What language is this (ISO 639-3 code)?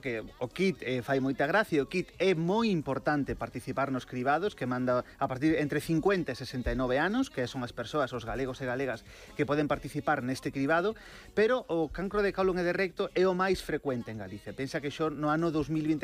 glg